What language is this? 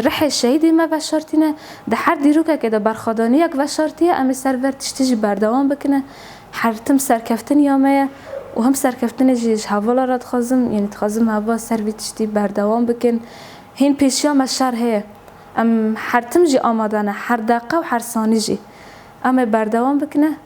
Kurdish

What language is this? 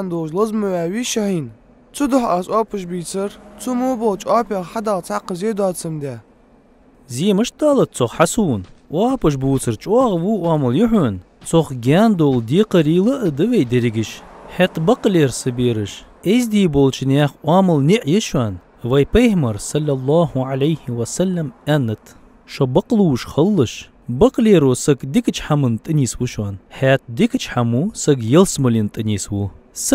Ingush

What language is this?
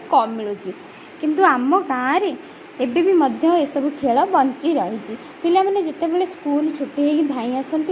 Odia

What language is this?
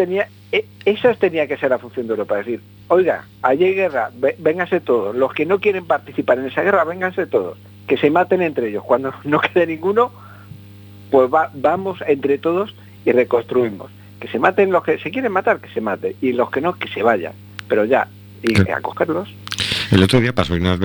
Spanish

